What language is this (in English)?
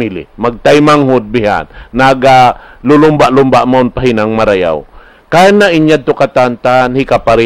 Tausug